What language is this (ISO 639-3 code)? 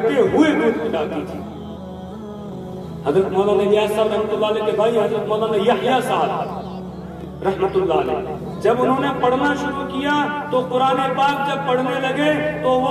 urd